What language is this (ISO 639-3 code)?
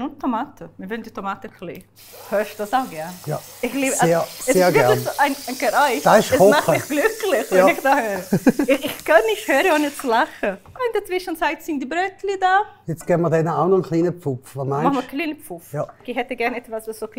gsw